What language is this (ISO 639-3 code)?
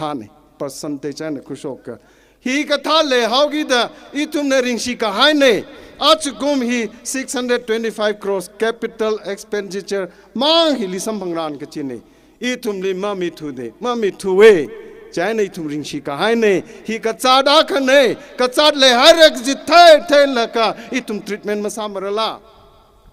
nmf